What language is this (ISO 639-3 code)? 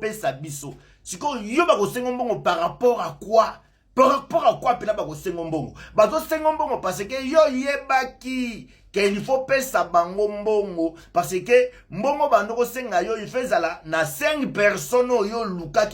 lin